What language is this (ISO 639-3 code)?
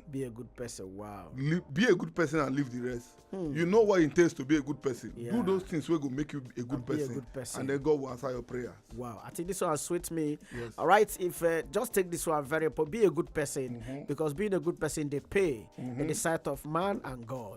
pcm